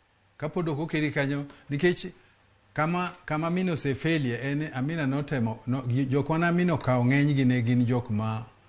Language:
Luo (Kenya and Tanzania)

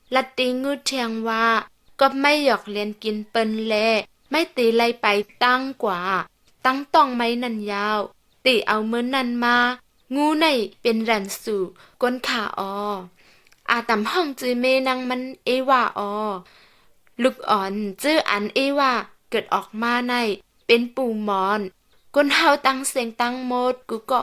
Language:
Shan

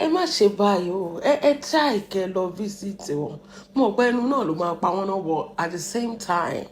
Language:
Yoruba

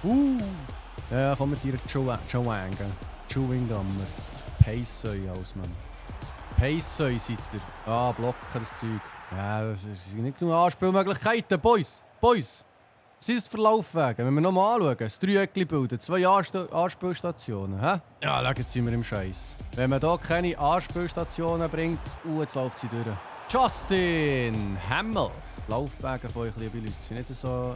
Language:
Swiss German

